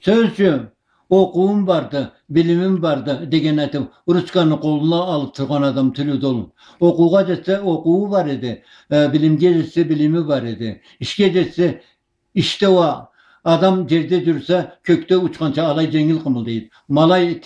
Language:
Karachay-Balkar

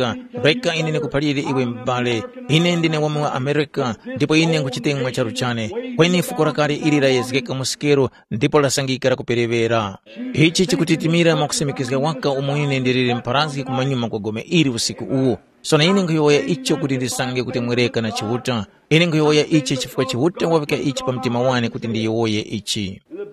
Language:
Tumbuka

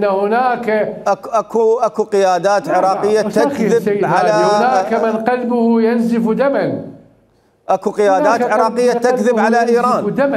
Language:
Mesopotamian Arabic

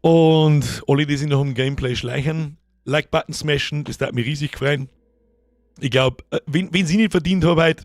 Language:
Bavarian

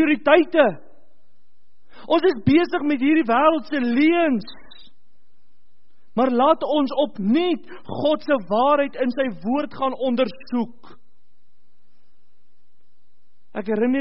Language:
Afrikaans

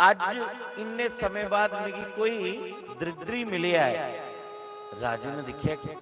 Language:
Dogri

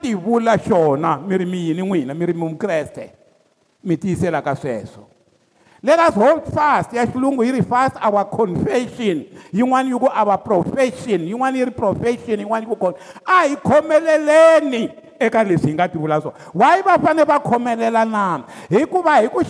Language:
Tsonga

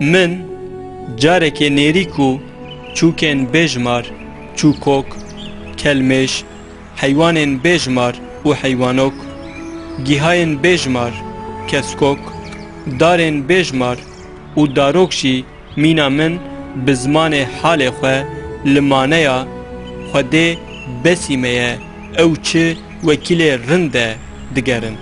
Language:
Kurdish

